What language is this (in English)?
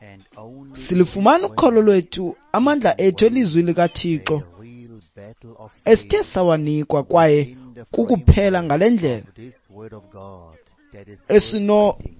Xhosa